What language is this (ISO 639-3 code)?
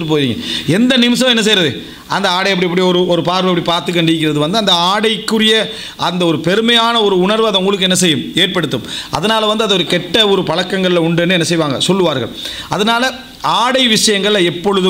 tam